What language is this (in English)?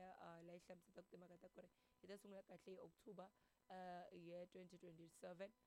Tsonga